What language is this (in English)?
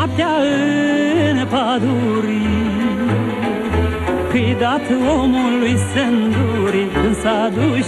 Romanian